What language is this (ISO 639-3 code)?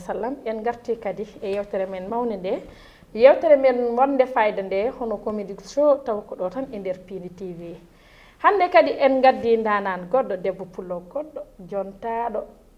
ful